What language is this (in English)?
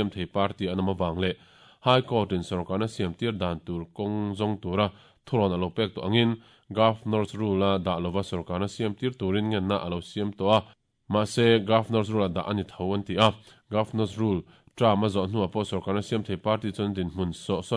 Mizo